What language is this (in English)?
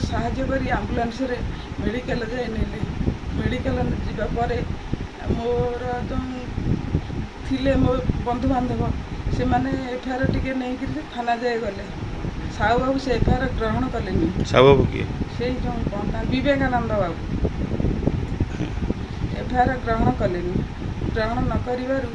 Odia